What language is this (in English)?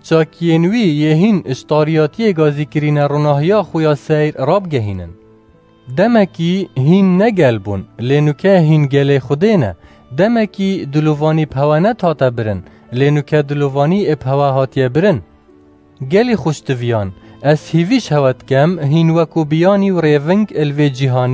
Kurdish